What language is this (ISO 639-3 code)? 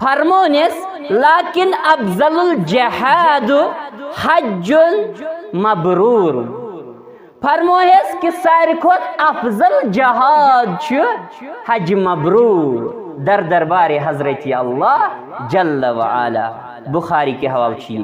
kas